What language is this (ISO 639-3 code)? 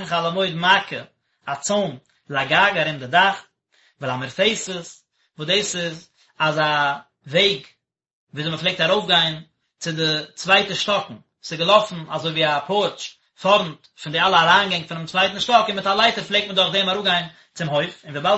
yid